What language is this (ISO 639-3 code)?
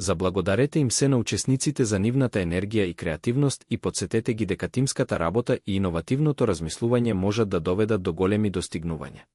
mkd